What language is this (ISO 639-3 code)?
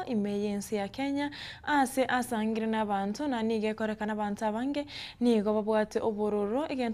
guz